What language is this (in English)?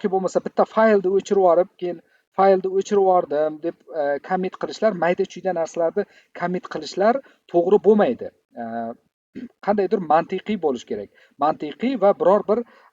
Uzbek